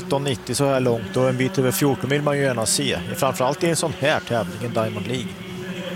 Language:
Swedish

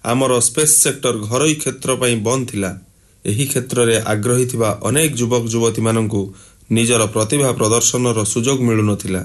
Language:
Odia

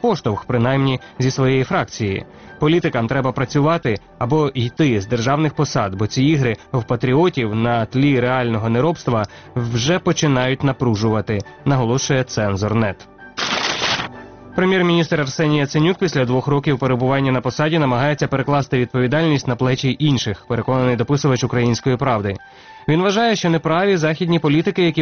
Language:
Ukrainian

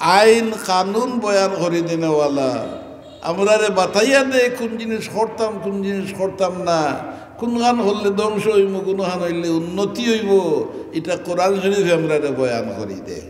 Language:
Sylheti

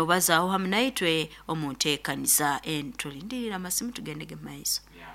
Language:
Nyoro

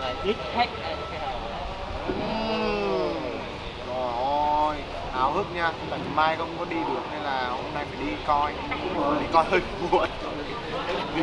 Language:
Vietnamese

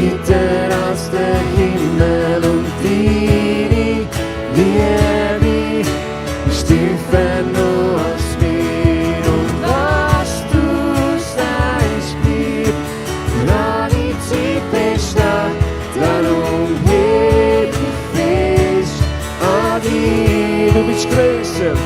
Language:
Swiss German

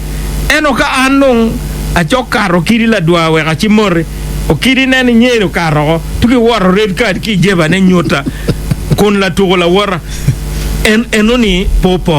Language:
Acoli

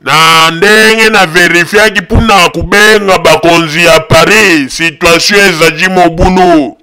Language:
Lingala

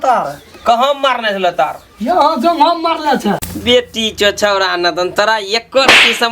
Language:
Maithili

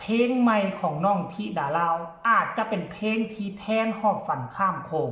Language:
Northeastern Thai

